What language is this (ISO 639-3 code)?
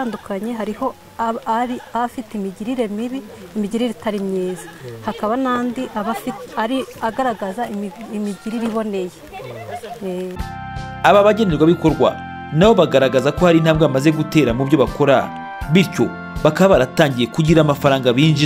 kin